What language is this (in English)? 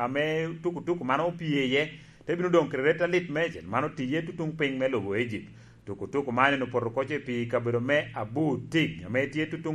Lango (Uganda)